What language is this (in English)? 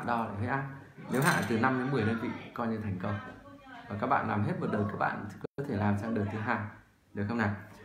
Vietnamese